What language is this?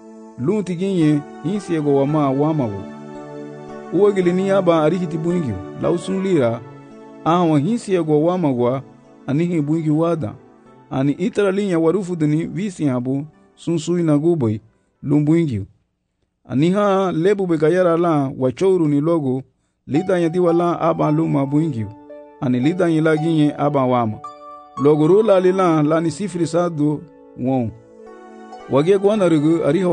Garifuna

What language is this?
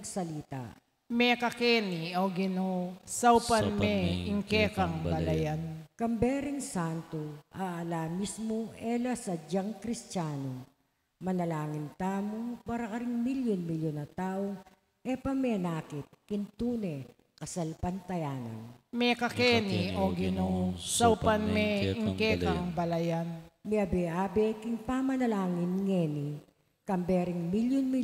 Pampanga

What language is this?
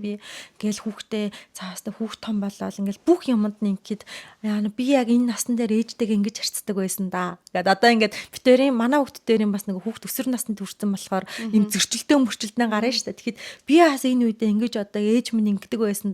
Mongolian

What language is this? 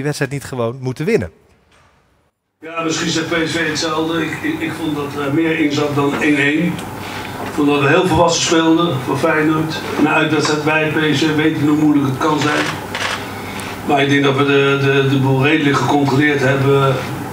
Dutch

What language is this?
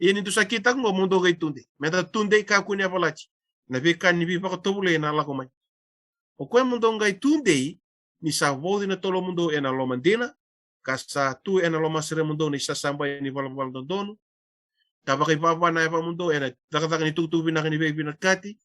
Fijian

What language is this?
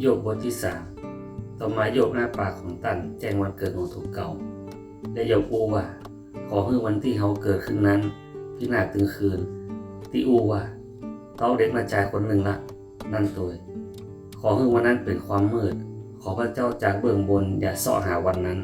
Northern Thai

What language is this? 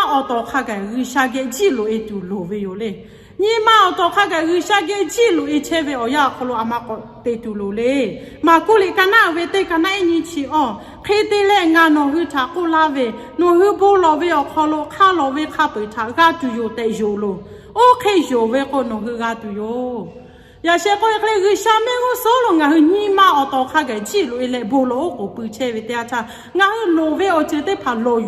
Lahu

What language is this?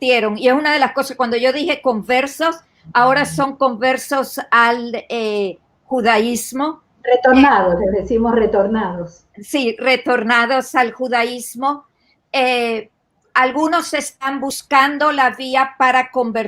Ladino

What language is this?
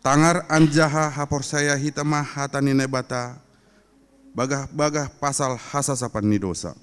Batak Simalungun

